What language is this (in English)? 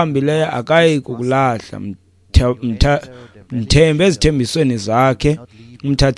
Xhosa